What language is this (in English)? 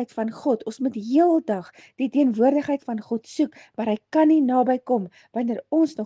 Afrikaans